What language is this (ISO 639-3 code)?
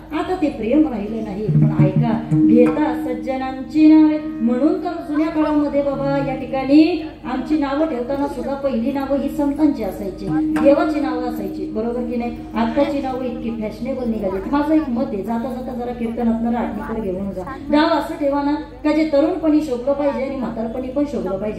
mar